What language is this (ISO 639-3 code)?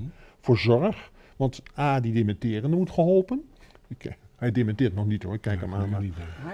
nld